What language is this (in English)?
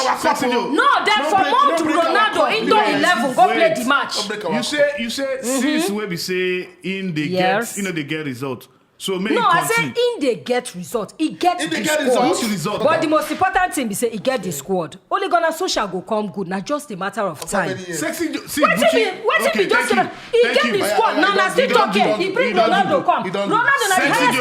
Nigerian Pidgin